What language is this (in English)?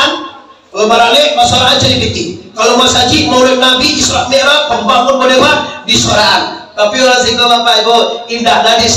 Minangkabau